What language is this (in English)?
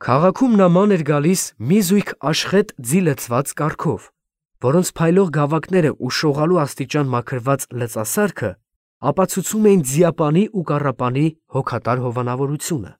Armenian